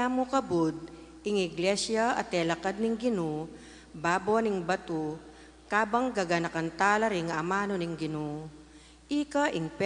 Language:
Pampanga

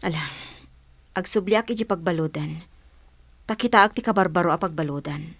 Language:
Iloko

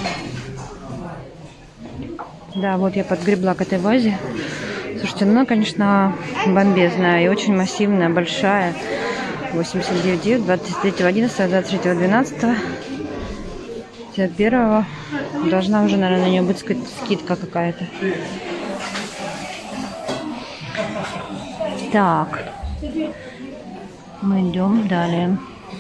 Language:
Russian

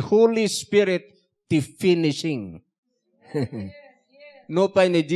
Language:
Iloko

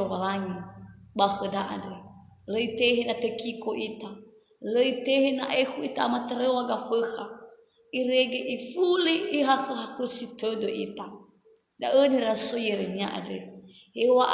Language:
Nias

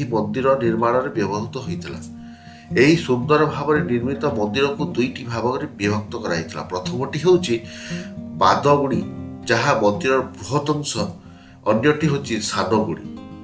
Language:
Odia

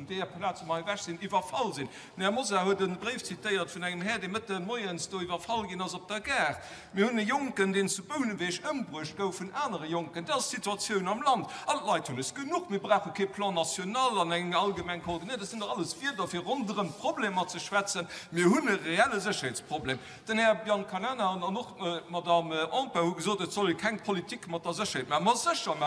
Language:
Luxembourgish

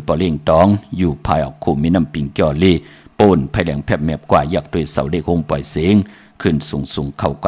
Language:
Shan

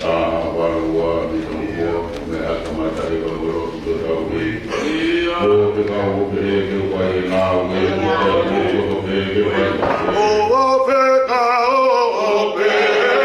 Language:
Tongan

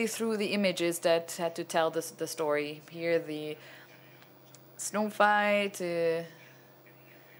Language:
English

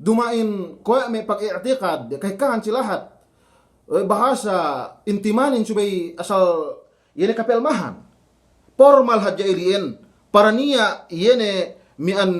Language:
Yakan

